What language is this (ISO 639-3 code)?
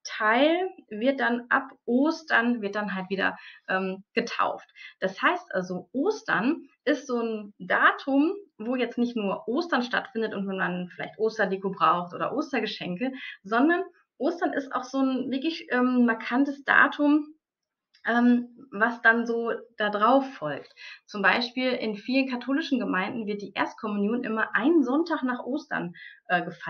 deu